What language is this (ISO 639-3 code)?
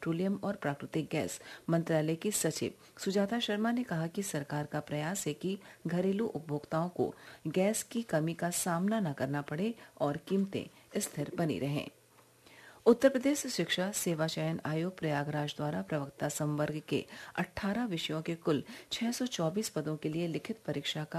hin